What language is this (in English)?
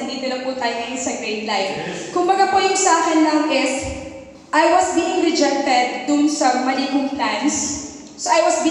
Filipino